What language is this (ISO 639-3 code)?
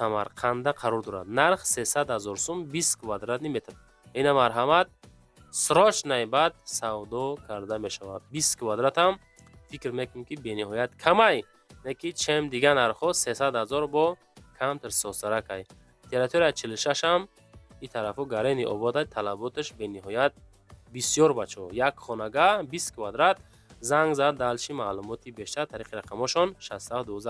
tgk